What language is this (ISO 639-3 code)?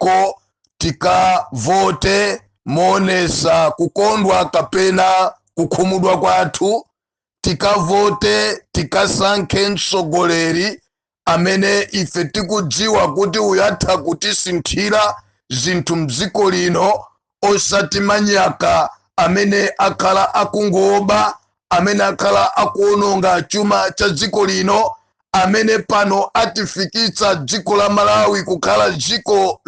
nya